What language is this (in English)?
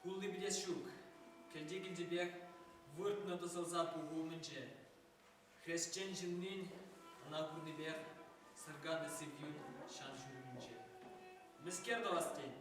Chuvash